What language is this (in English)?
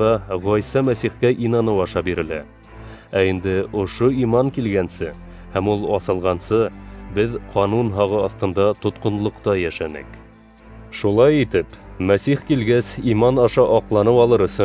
Bashkir